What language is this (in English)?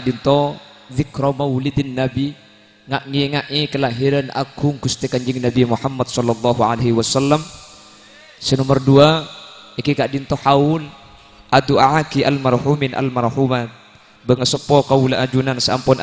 Madurese